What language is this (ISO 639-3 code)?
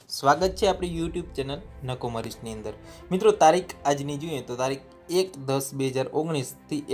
guj